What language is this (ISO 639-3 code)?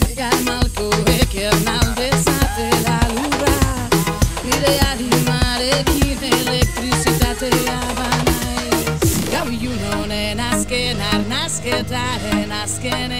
eus